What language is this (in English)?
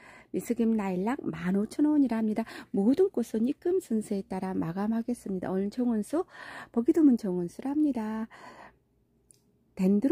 Korean